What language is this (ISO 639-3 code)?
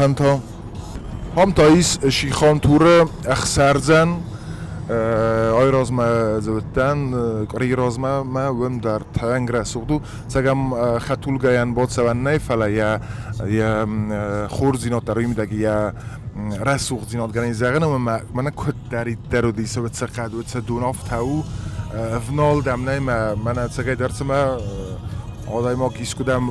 oss